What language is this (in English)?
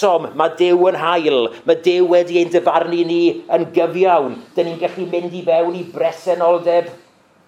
Welsh